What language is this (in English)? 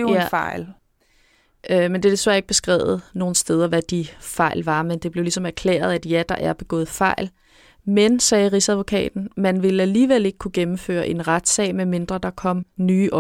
Danish